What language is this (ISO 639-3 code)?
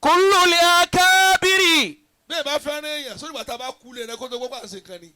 yor